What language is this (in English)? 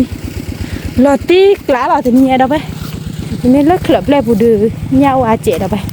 S'gaw Karen